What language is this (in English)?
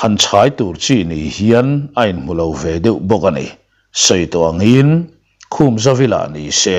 Mizo